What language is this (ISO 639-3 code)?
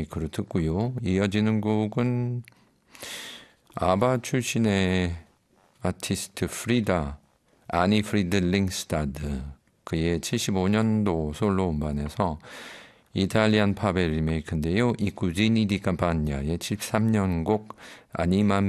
kor